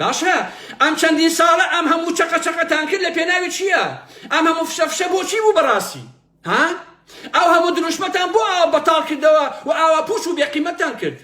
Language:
Central Kurdish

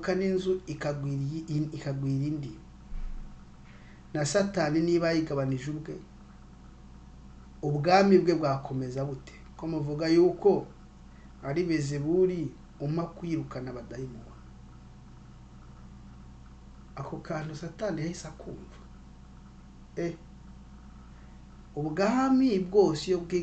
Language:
Kinyarwanda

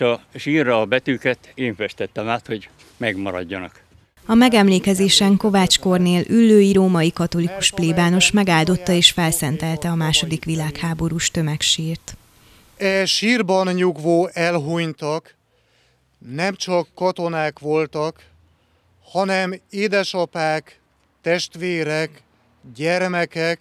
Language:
Hungarian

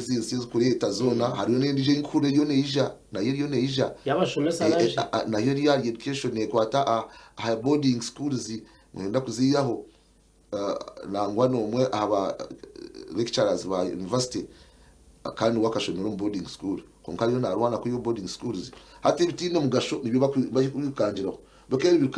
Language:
Nyankole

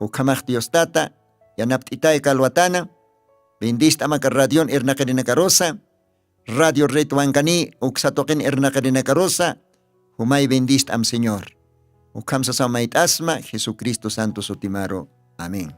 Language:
Aymara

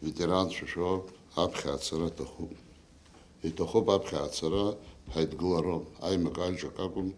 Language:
Abkhazian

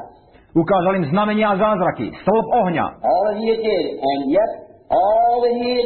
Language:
Slovak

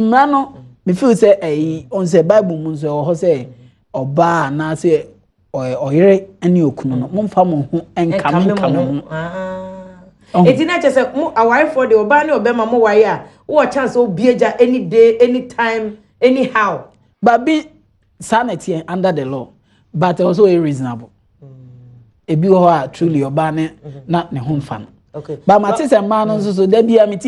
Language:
Akan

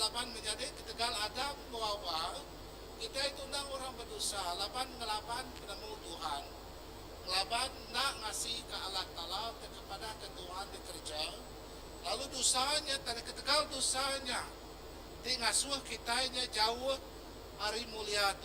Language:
Iban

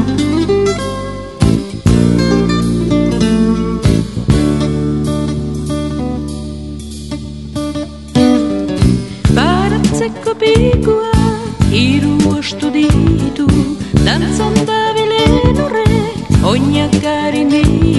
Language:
Basque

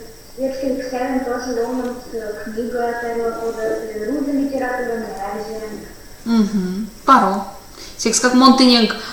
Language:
Erzya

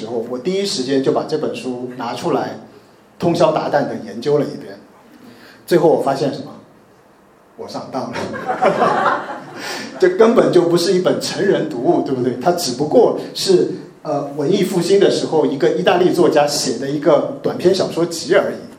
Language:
Chinese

